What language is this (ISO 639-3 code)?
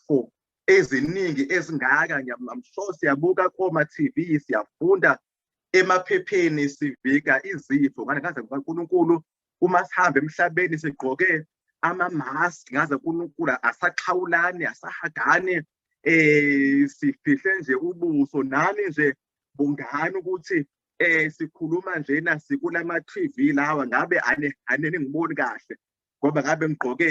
zul